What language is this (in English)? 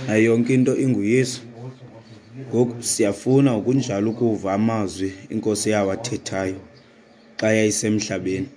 Xhosa